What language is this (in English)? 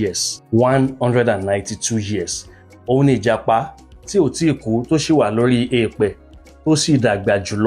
Yoruba